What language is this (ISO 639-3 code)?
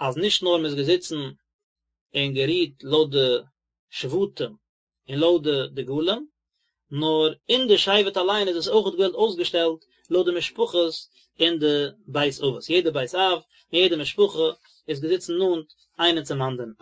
yid